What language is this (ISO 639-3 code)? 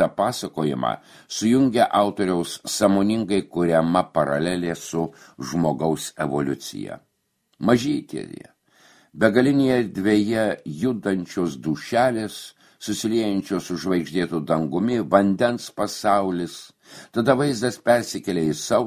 lit